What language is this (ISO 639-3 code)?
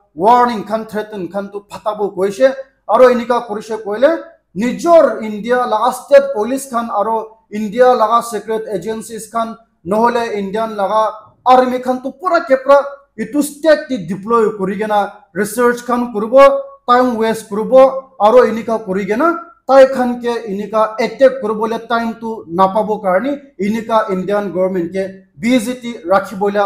nag